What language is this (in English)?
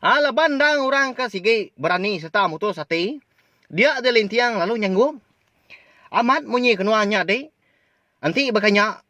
Iban